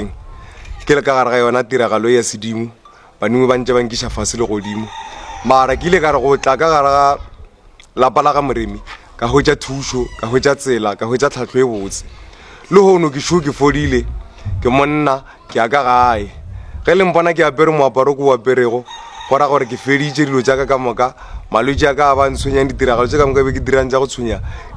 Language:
Northern Sotho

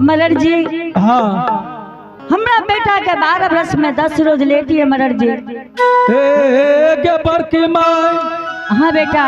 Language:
Angika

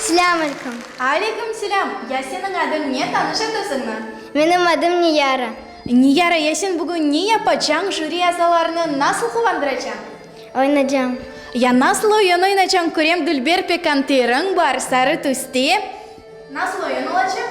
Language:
Crimean Tatar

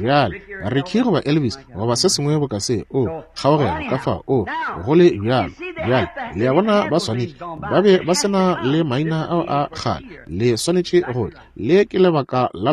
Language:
Northern Sotho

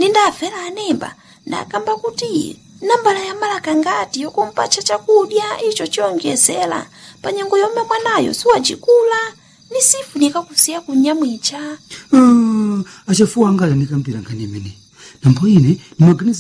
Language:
Nyanja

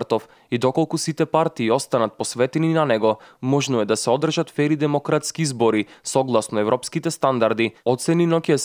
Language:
Macedonian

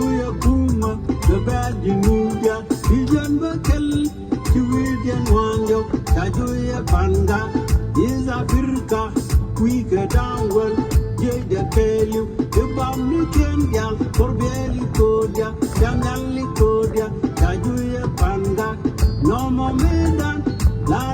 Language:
Nuer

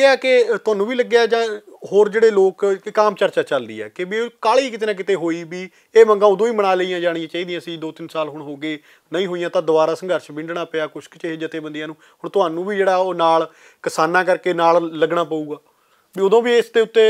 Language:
Punjabi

